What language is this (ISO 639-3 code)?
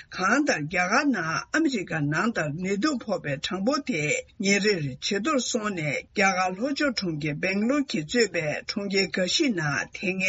bod